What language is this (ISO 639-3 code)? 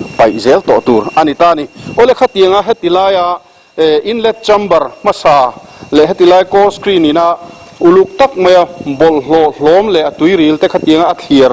lus